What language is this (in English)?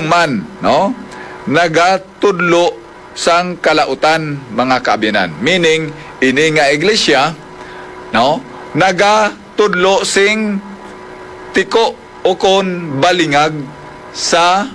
Hiligaynon